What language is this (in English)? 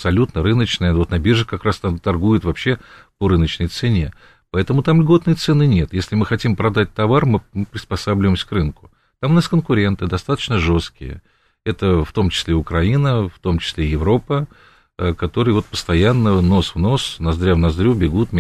Russian